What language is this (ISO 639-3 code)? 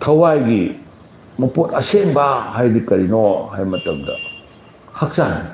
mni